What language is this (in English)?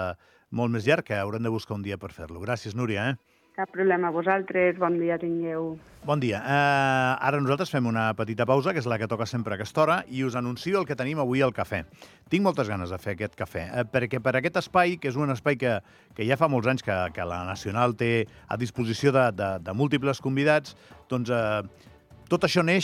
Catalan